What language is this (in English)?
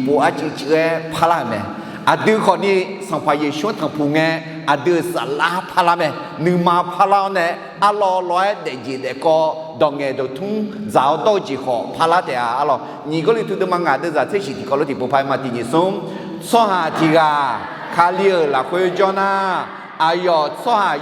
Akha